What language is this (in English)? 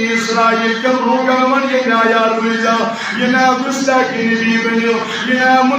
Kashmiri